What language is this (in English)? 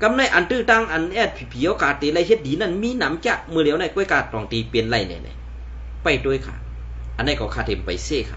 Shan